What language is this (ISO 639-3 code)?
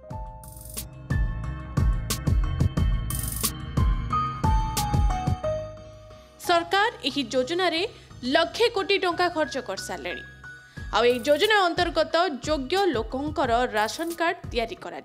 ori